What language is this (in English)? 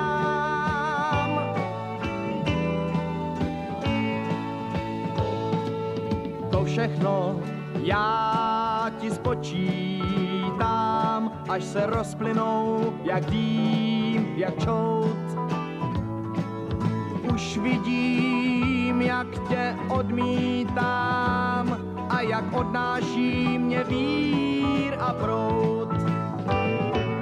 Czech